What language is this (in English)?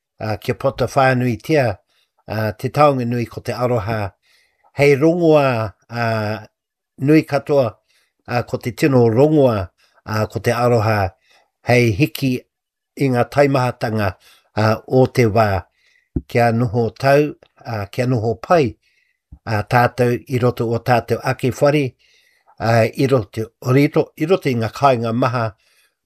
Māori